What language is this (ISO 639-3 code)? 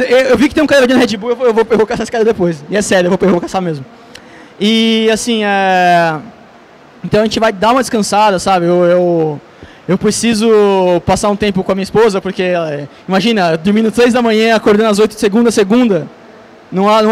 por